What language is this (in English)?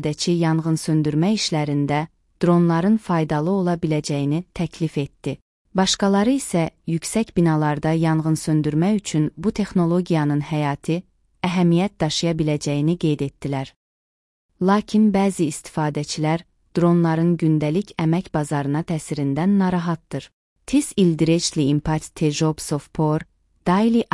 Azerbaijani